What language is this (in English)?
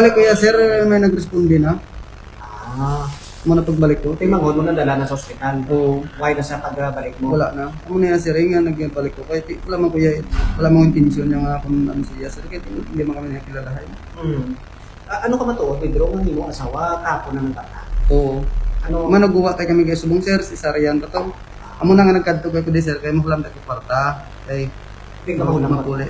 Hiligaynon